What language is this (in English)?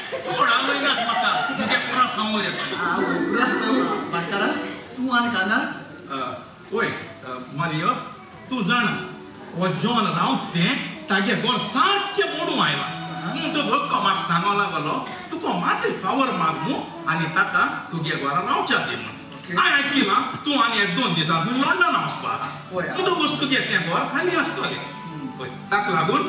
Konkani